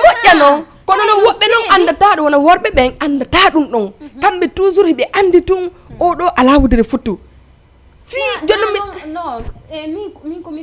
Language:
Fula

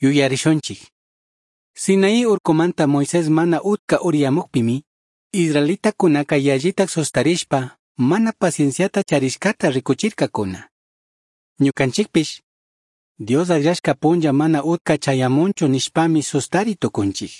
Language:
Chimborazo Highland Quichua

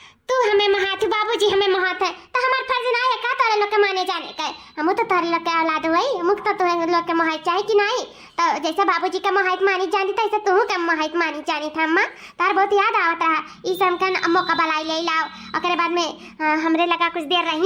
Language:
Awadhi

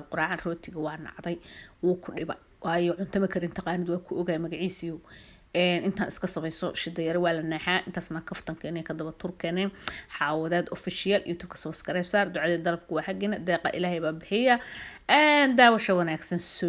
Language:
Somali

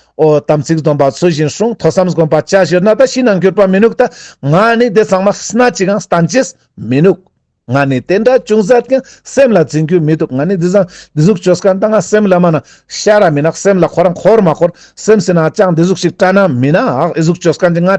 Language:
Ladakhi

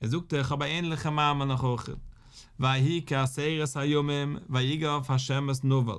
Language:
Yiddish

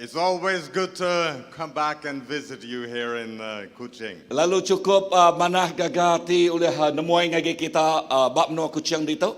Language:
Iban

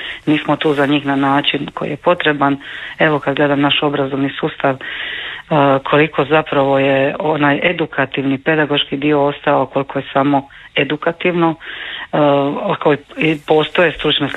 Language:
Croatian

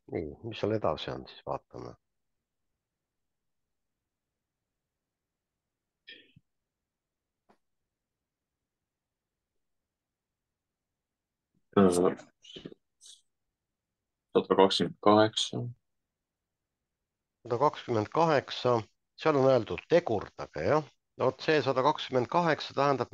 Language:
Estonian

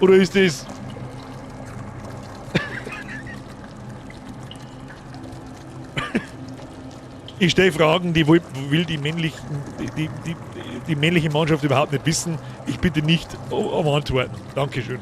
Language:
Bavarian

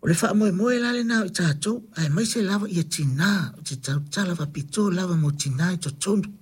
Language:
Samoan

